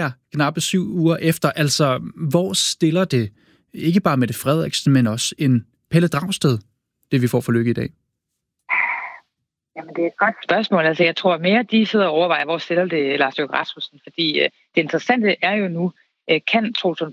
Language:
Danish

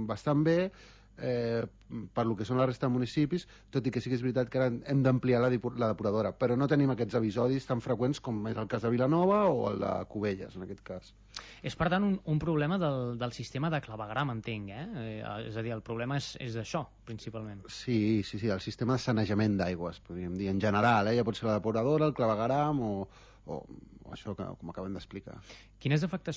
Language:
Catalan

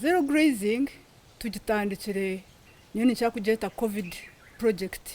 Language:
Nyankole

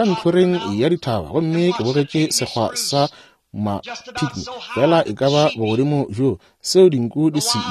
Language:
Northern Sotho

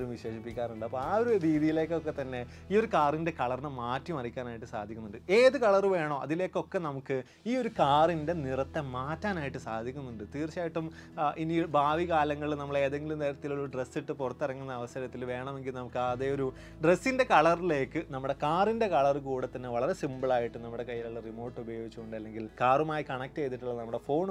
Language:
Malayalam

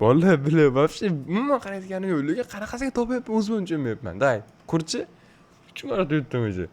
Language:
Uzbek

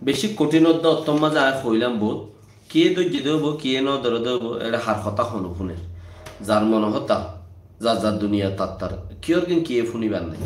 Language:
Rohingya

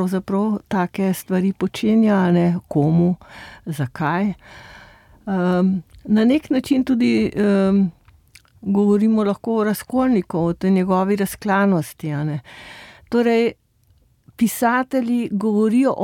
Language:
Slovenian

